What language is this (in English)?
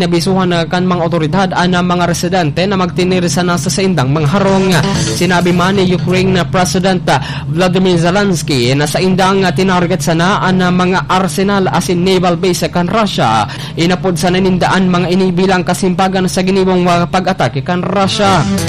Bikol